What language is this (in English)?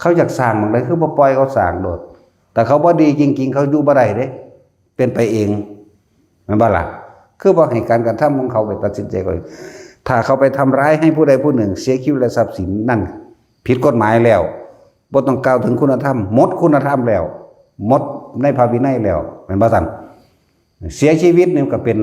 Northeastern Thai